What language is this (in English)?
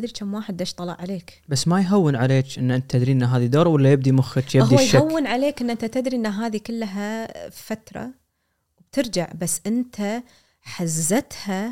Gulf Arabic